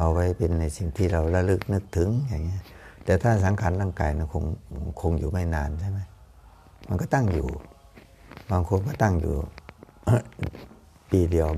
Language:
Thai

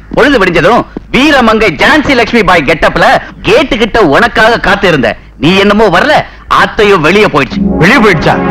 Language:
Tamil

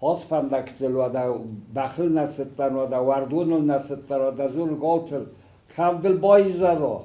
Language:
Ossetic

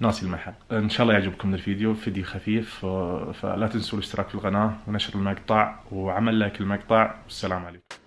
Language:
Najdi Arabic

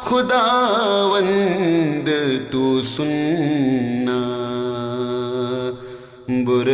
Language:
Urdu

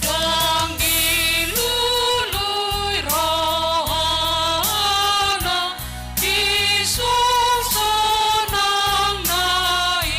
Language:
Batak Toba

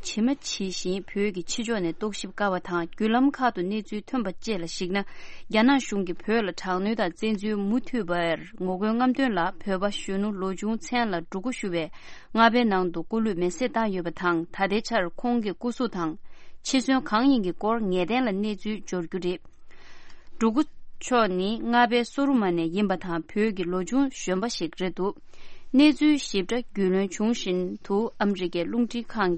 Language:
Tibetan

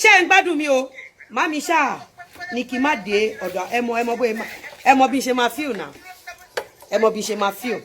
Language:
Yoruba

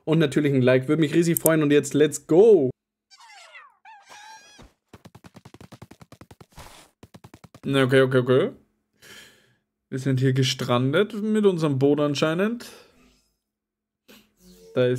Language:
German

